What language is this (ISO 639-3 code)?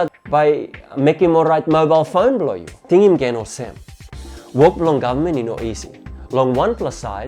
tpi